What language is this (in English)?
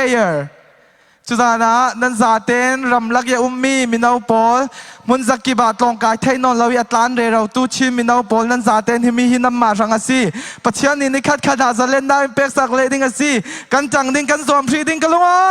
Falam Chin